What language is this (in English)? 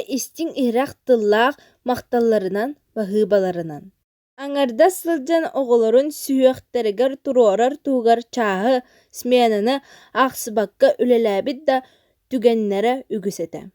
Yakut